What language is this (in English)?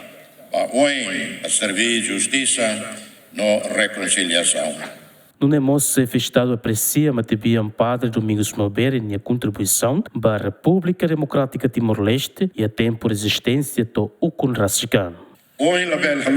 Tetum